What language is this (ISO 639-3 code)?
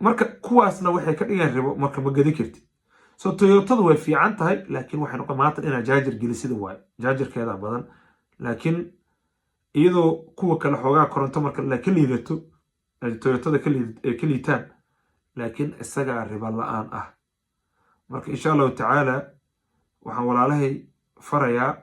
som